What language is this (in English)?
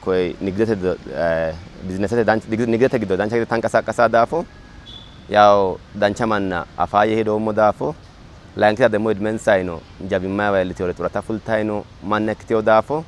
Sidamo